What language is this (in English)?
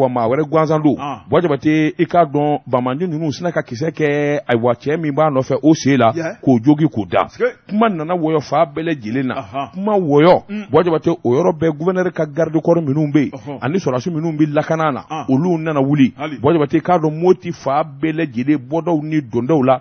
Bambara